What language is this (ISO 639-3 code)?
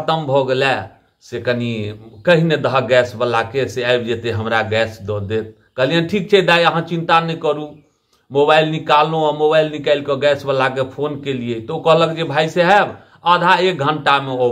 mai